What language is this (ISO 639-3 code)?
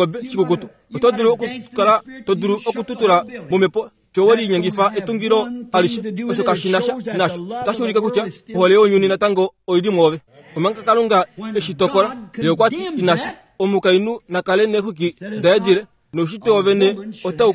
kua